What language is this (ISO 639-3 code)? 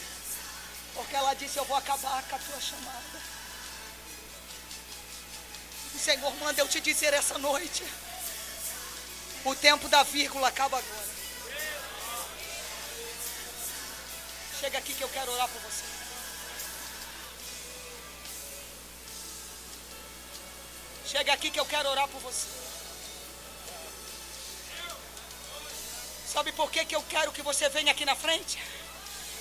por